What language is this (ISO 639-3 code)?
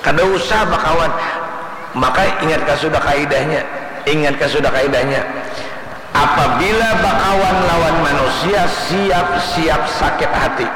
bjn